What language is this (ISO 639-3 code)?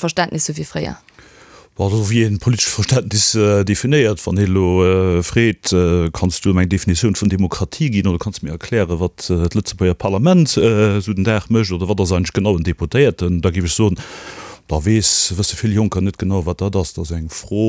ltz